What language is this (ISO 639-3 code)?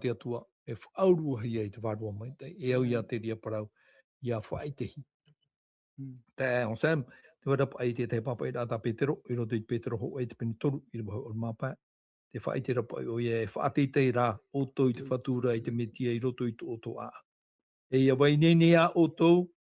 tah